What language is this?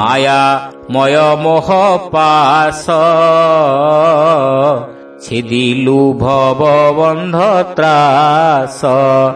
Odia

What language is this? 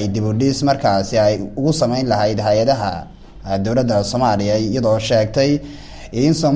Somali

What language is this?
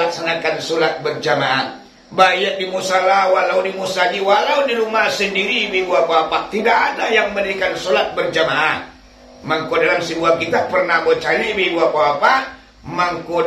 Minangkabau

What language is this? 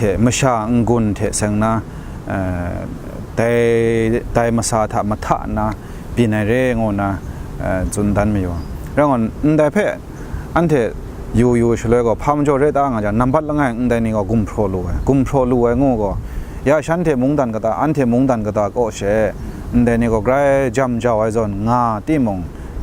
Kachin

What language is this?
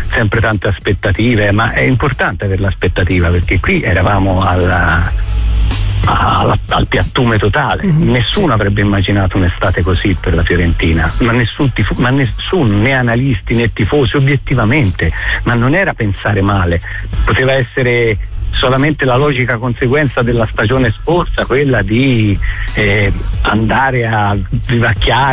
Italian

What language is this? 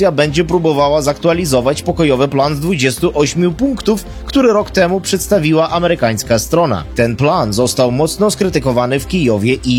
Polish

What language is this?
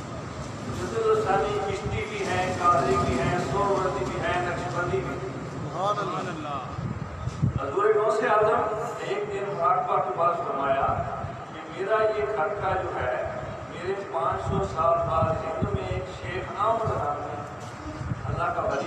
Urdu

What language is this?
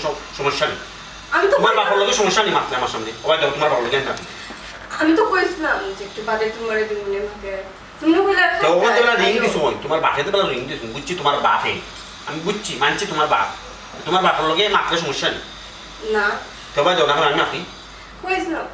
Sylheti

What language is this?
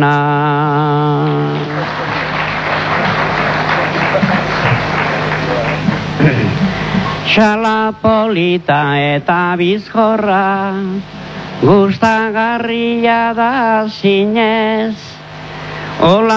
Basque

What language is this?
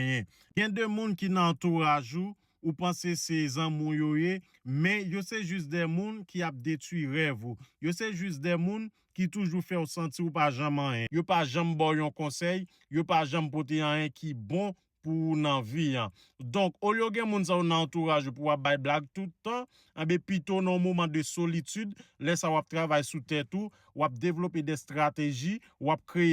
Haitian Creole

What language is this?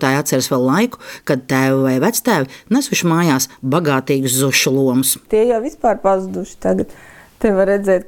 Latvian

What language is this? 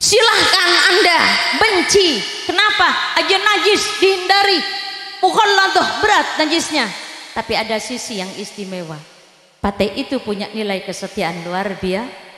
Madurese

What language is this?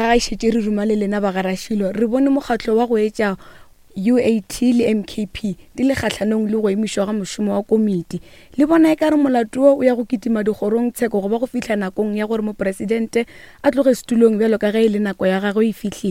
Northern Sotho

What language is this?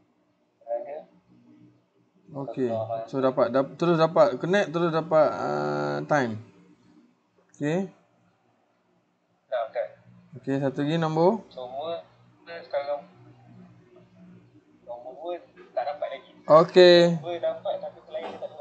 Malay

